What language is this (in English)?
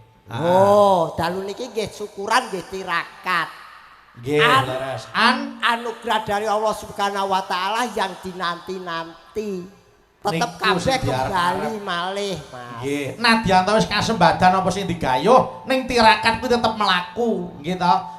Javanese